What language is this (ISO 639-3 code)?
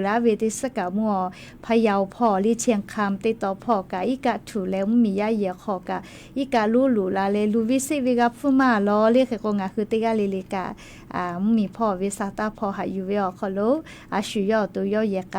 lhu